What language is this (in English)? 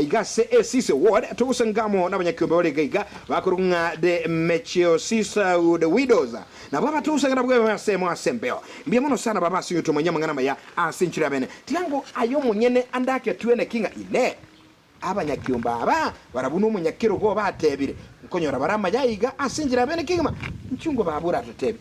Gusii